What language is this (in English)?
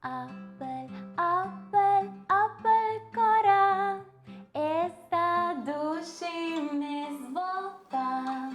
Papiamento